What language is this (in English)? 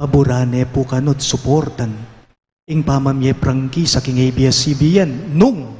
Pampanga